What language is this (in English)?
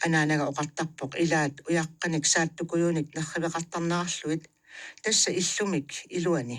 Kalaallisut